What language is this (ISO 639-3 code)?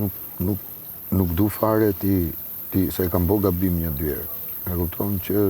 sqi